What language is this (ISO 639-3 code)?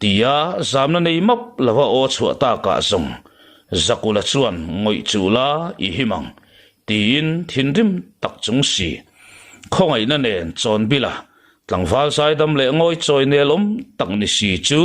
lus